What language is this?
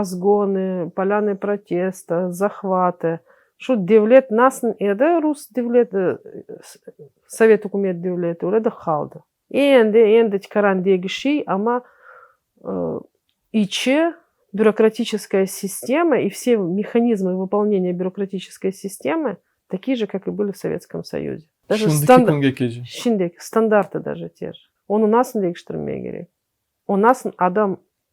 Crimean Tatar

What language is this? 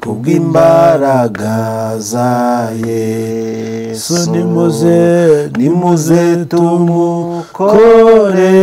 Kinyarwanda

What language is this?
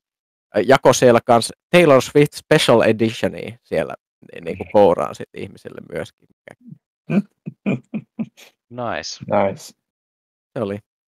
Finnish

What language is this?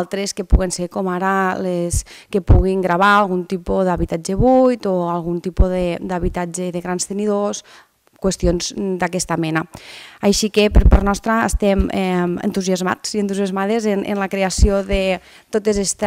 Catalan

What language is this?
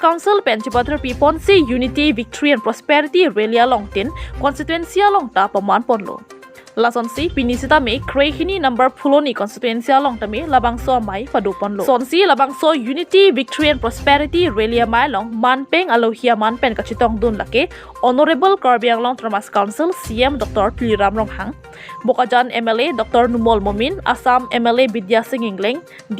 Karbi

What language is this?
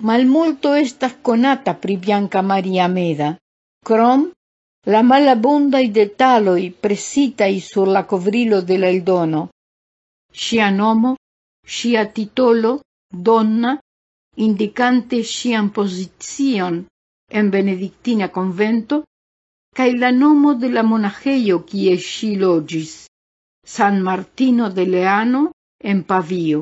Esperanto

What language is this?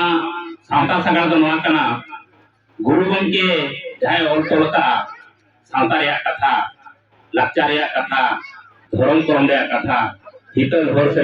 Santali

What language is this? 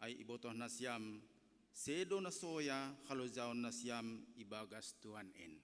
Batak Simalungun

